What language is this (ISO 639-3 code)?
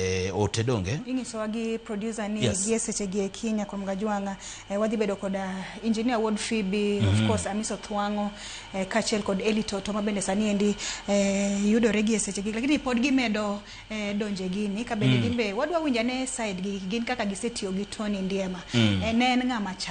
luo